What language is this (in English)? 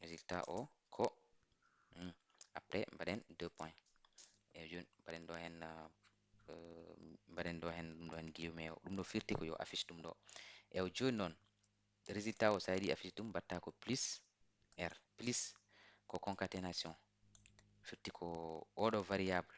Fula